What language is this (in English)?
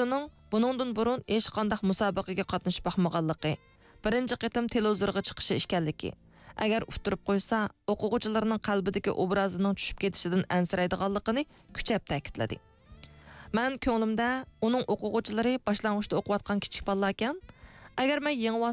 Uyghur